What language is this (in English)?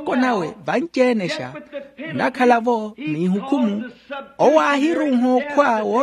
Makhuwa